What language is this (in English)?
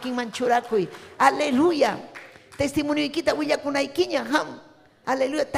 Ayacucho Quechua